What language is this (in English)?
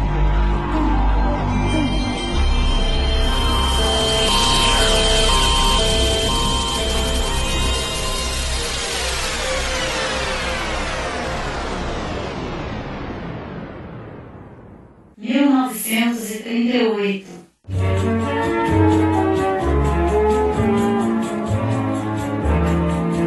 Portuguese